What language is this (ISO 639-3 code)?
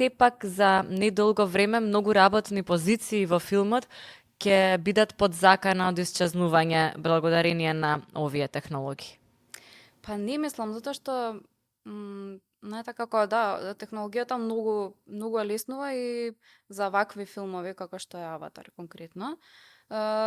mkd